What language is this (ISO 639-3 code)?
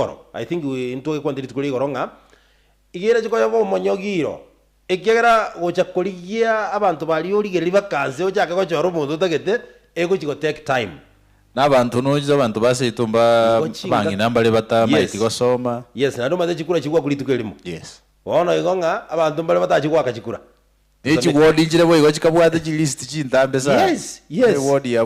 guz